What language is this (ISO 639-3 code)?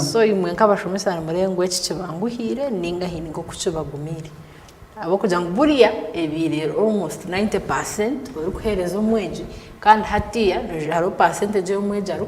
nyn